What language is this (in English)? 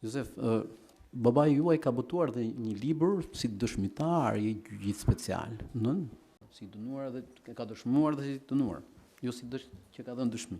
Albanian